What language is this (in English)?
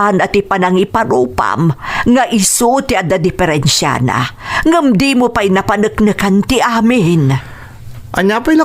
Iloko